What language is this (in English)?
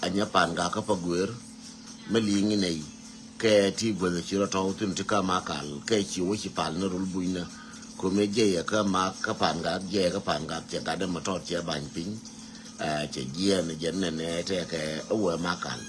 Nuer